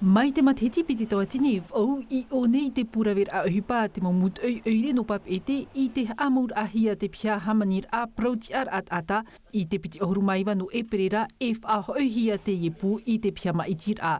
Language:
Tahitian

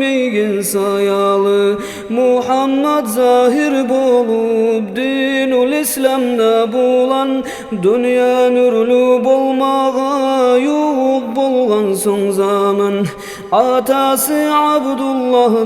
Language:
Kumyk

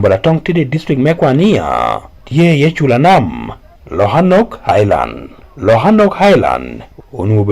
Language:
Acoli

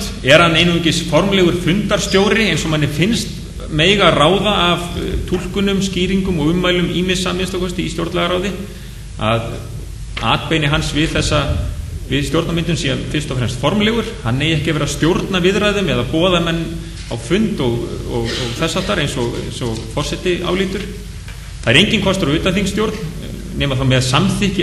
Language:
Icelandic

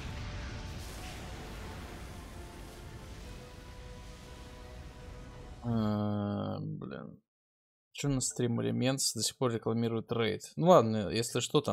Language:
Russian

